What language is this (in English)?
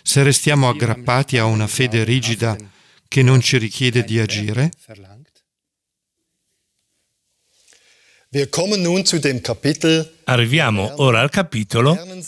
Italian